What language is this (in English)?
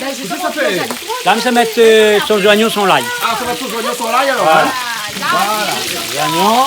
Réunion Creole French